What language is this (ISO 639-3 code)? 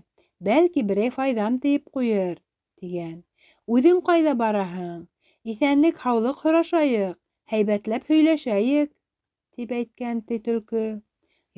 bak